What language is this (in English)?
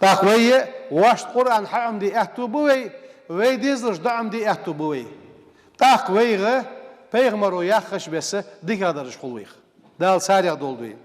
Ingush